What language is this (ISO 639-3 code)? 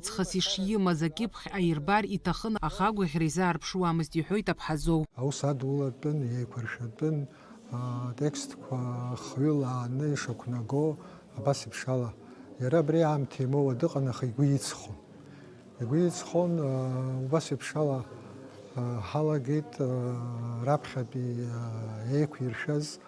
abk